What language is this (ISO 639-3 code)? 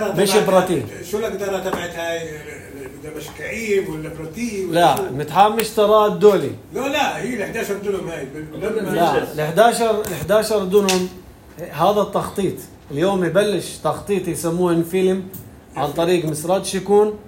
apc